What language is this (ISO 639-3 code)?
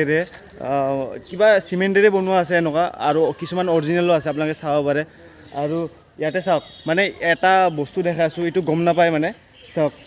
asm